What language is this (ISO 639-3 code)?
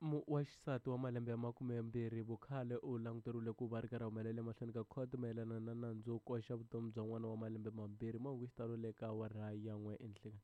tso